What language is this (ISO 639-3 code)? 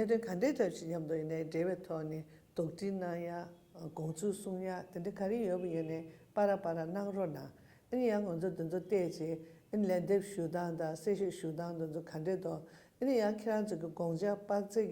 bod